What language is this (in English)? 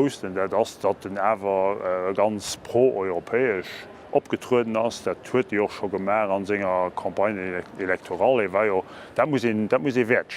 Luxembourgish